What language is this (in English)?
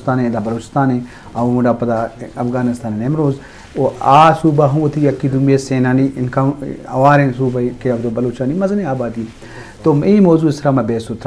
Eastern Balochi